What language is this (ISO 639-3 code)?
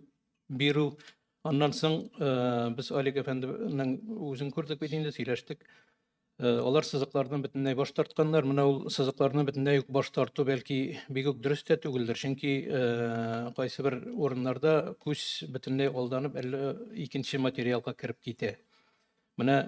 tat